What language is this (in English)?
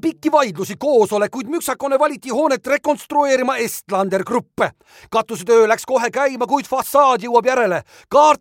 Estonian